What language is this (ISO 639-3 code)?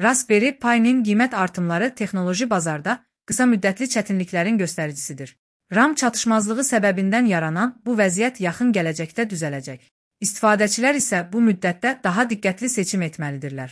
aze